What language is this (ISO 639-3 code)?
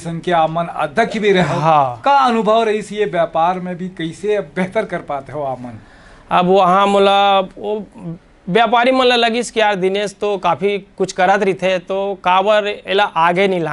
hne